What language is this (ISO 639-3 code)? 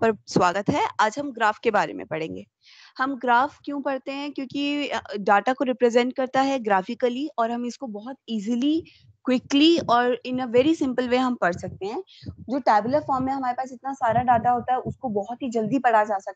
hin